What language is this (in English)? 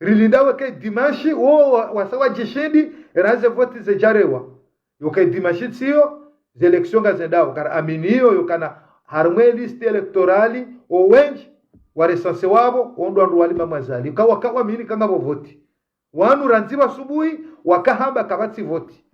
Ngazidja Comorian